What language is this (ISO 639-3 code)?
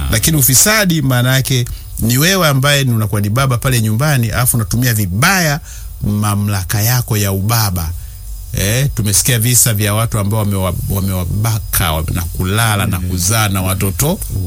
swa